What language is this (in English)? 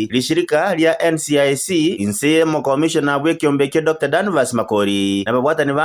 Gusii